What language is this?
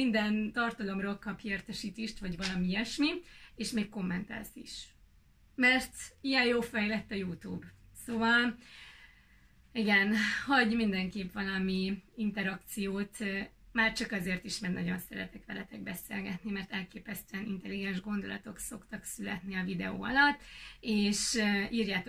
Hungarian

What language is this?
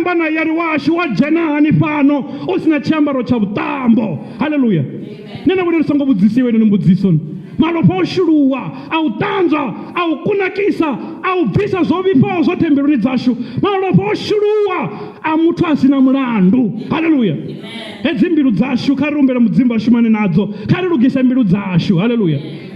Venda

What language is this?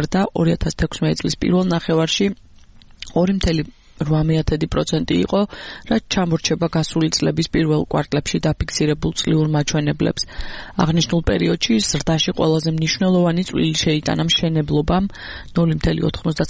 Georgian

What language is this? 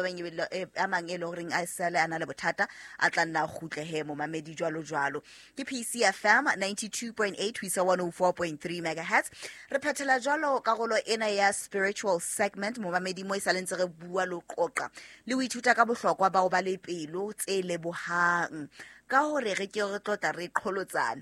Southern Sotho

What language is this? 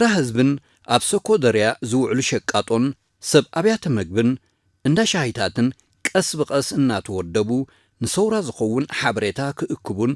Tigrinya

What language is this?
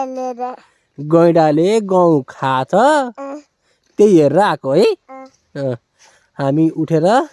Nepali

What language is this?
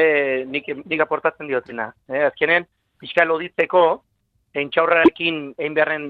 Basque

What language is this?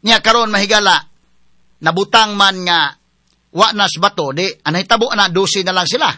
Cebuano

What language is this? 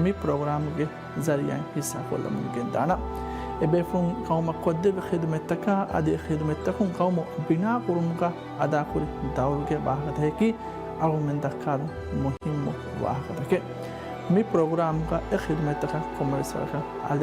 Divehi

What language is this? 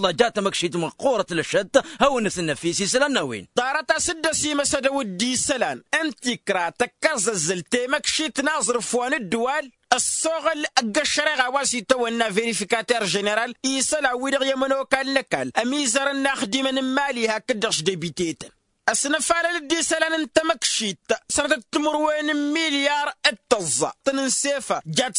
Tamasheq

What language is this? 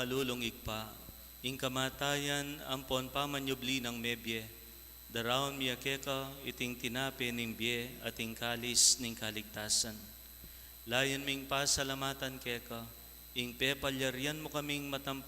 Pampanga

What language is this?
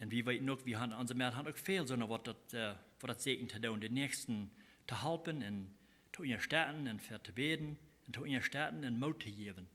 Plautdietsch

